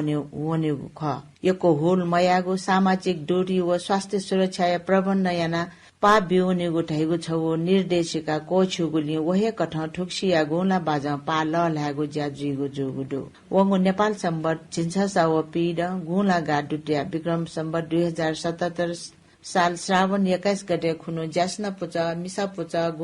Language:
Newari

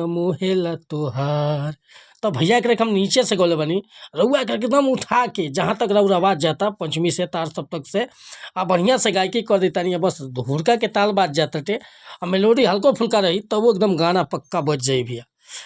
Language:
Bhojpuri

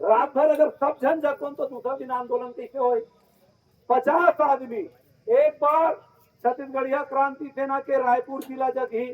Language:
Chhattisgarhi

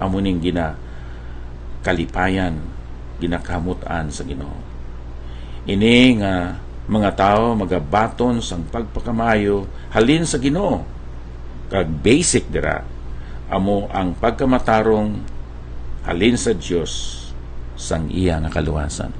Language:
Hiligaynon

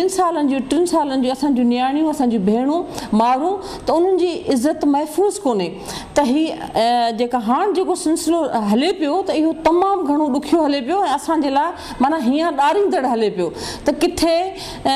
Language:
Sindhi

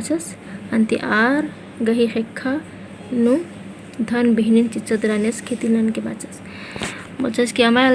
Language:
Kurukh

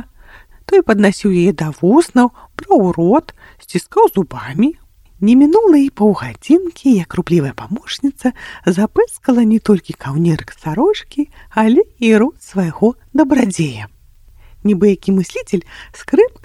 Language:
Belarusian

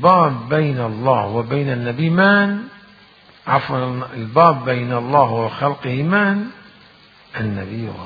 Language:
Mesopotamian Arabic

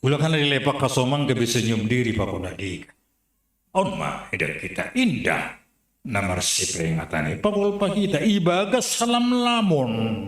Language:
Batak Simalungun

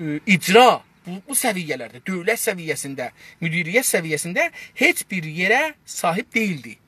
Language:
South Azerbaijani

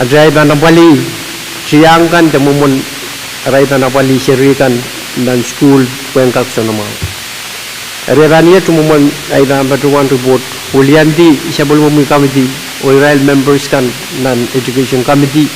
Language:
Pohnpeian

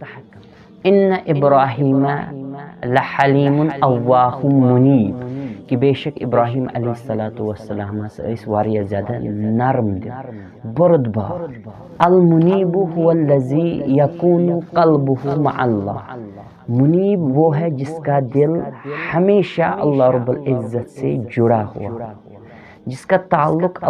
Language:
Kashmiri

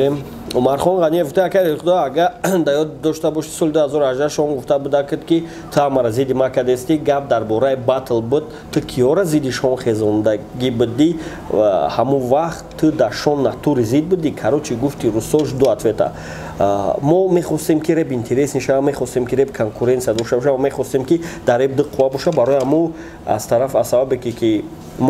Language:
Tajik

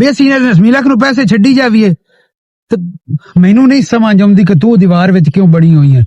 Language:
Western Panjabi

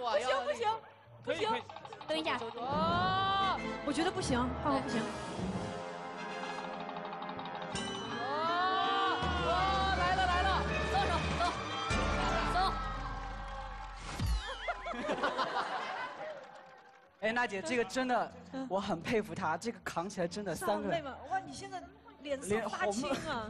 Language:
Chinese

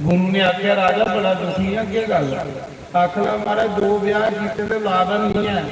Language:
Dogri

